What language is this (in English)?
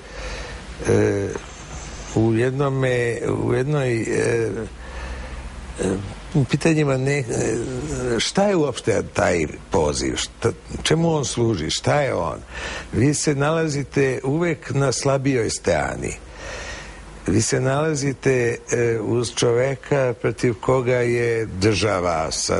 Serbian